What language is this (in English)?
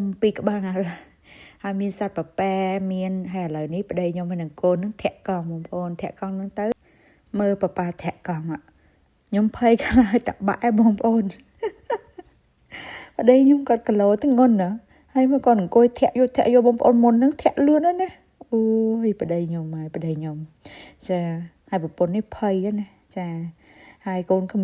Khmer